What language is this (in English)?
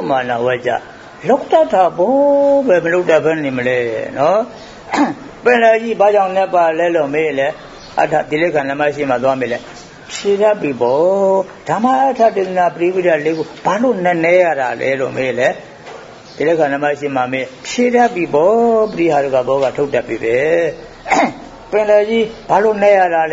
Burmese